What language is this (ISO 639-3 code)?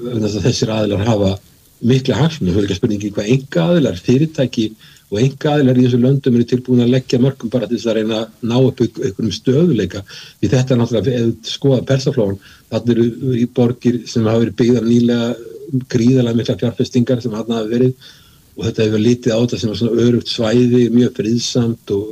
isl